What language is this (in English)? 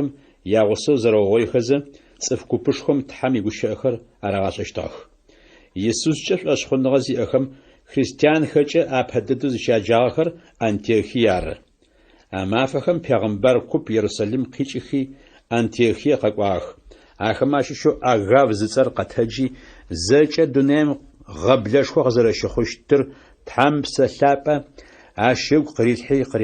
Adyghe